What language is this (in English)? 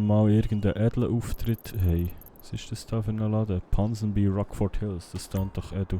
Swiss German